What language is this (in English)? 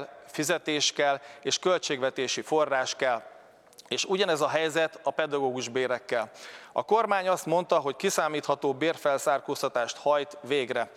Hungarian